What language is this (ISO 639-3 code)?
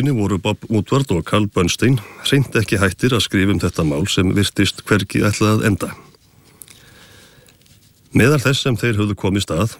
isl